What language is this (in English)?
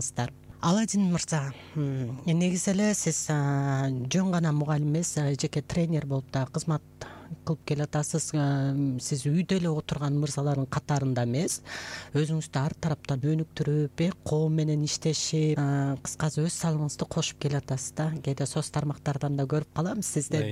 Kyrgyz